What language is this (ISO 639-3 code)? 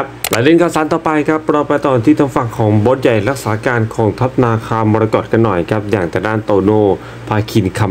tha